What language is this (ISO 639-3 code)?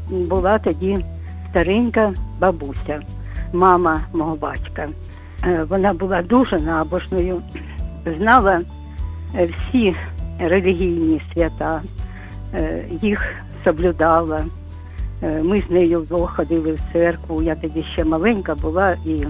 ukr